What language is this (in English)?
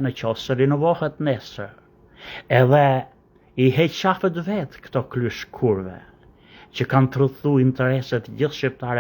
Albanian